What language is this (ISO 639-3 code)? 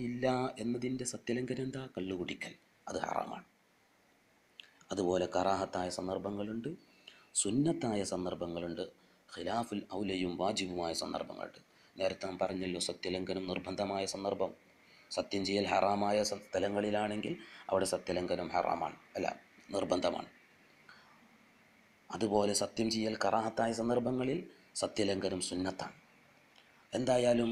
mal